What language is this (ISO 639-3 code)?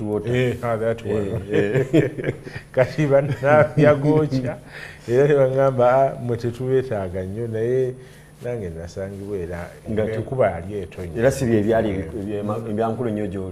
lug